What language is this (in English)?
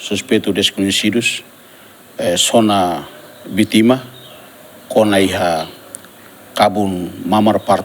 Tetum